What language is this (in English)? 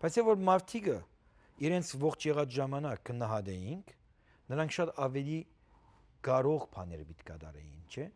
Western Armenian